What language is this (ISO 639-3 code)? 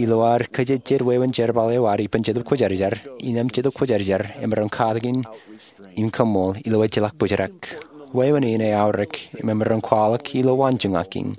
mah